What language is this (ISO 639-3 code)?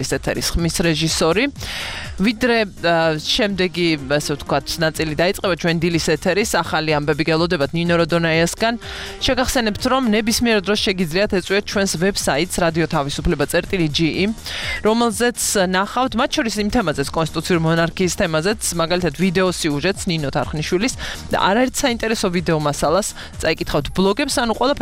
kat